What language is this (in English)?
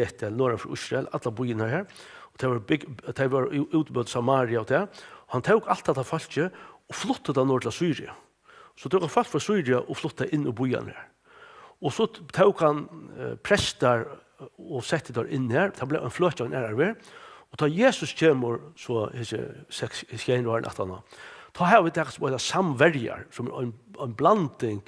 Faroese